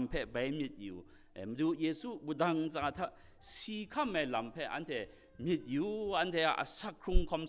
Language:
Kachin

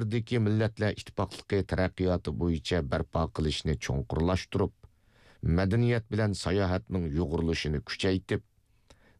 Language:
Uyghur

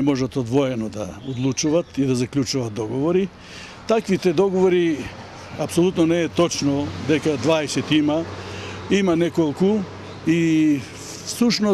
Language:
Macedonian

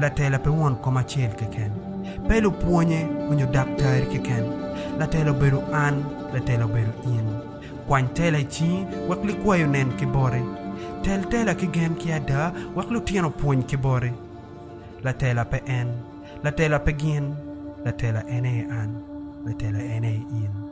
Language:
Acoli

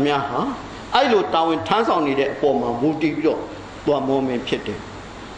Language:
Burmese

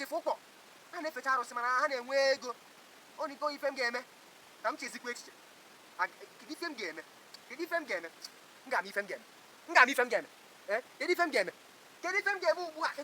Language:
Igbo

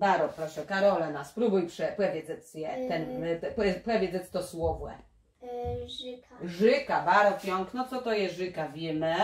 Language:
Kashubian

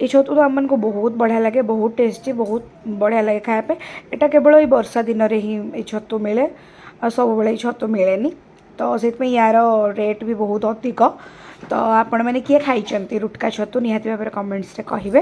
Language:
Odia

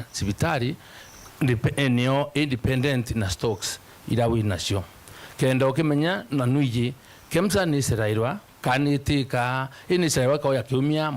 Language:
Meru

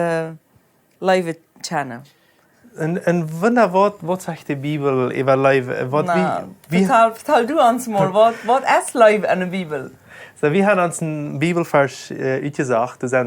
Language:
Plautdietsch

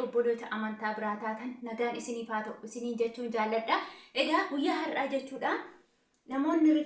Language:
Oromo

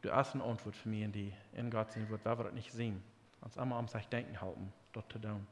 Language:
Plautdietsch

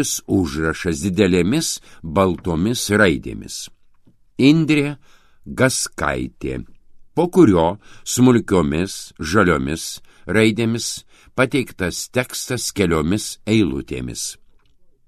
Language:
Lithuanian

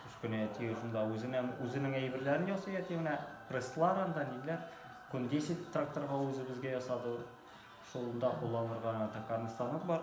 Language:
Tatar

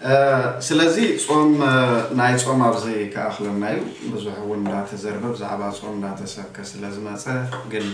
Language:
Tigrinya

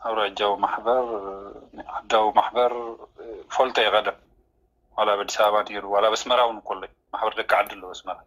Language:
Tigrinya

